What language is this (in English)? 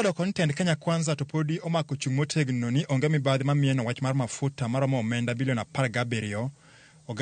Luo (Kenya and Tanzania)